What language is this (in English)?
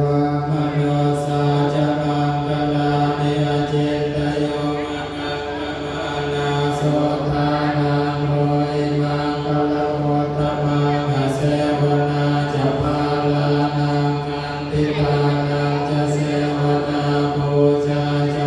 Pali